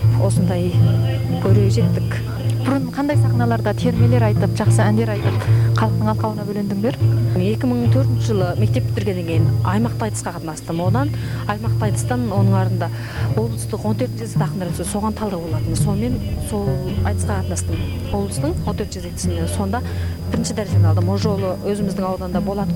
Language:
Kazakh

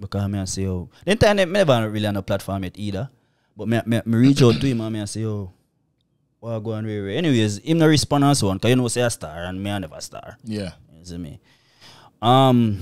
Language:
Jamaican Creole English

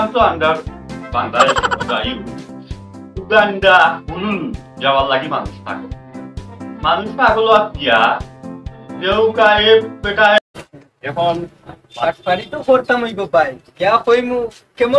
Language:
Sylheti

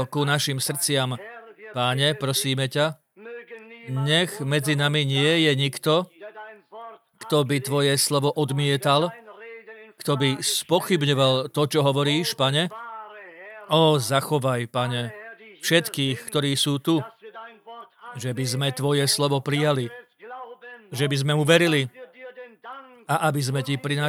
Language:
Slovak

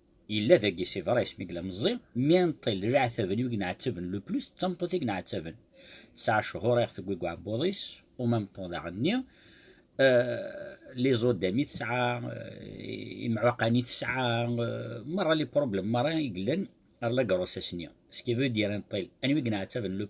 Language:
Kabyle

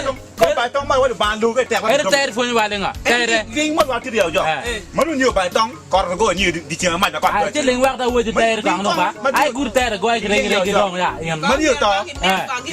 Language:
Acoli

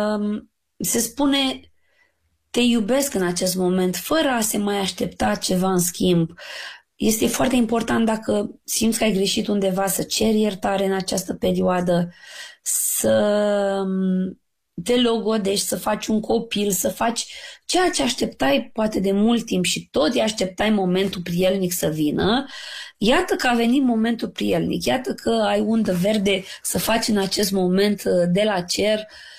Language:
Romanian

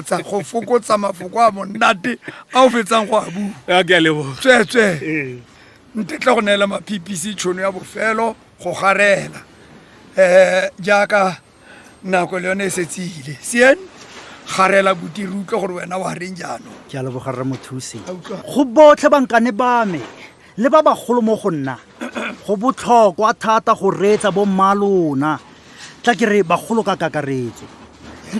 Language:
Tswana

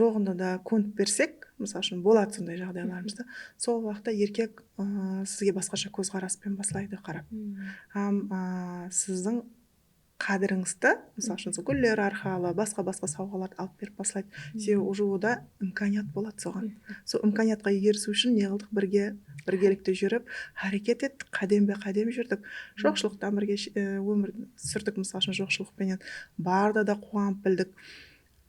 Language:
Kara-Kalpak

